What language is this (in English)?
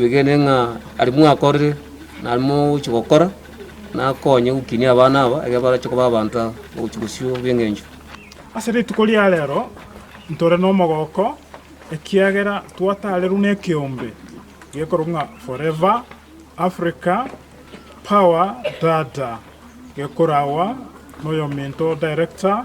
Gusii